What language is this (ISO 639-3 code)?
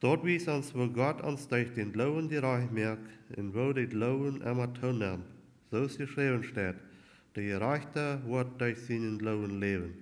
pdt